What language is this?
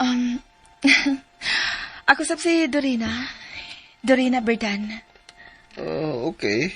Cebuano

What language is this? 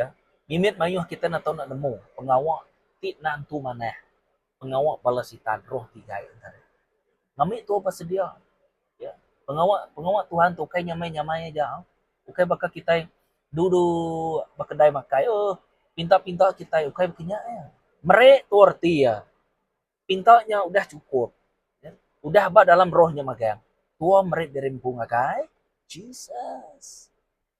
Iban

